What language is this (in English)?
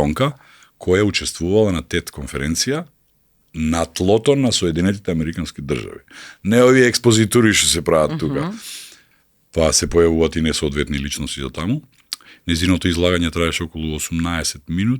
Macedonian